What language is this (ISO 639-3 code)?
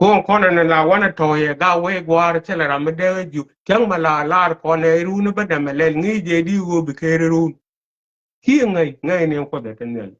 nus